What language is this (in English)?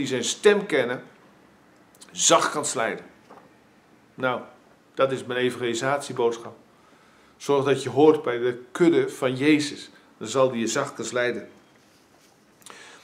Dutch